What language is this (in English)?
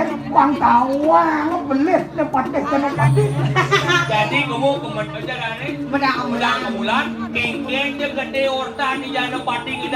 Balinese